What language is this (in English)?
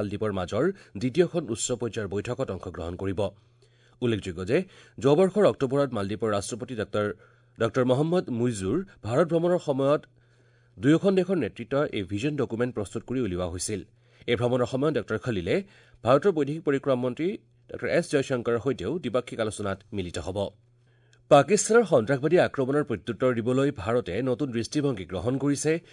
Assamese